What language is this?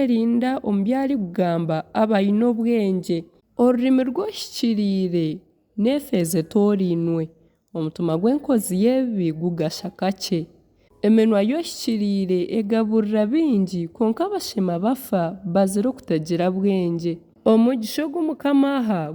Nyankole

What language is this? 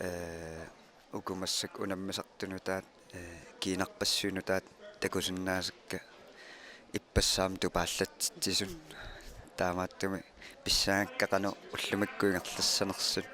Kalaallisut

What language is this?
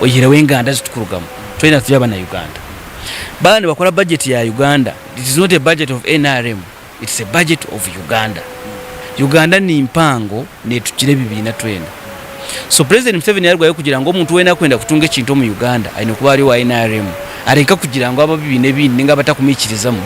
Nyankole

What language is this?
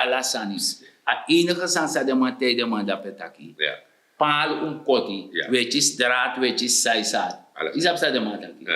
Sranan Tongo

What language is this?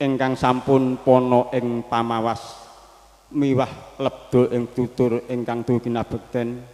Javanese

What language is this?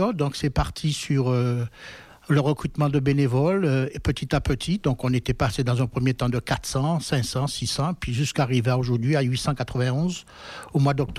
French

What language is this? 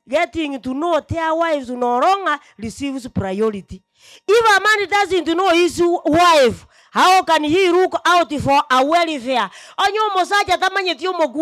Gusii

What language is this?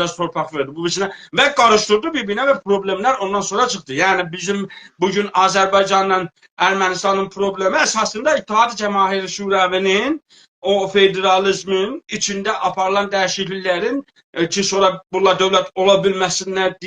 South Azerbaijani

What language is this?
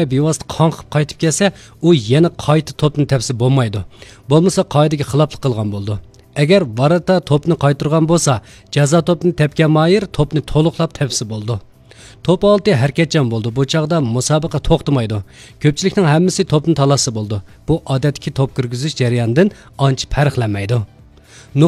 Uyghur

